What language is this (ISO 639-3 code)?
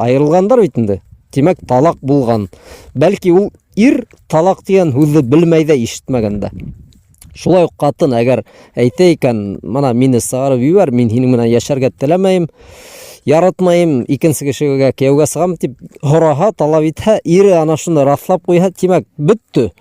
bak